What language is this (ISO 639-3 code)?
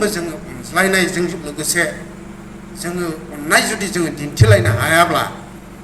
brx